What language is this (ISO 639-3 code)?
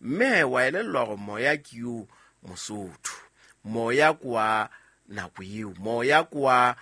sot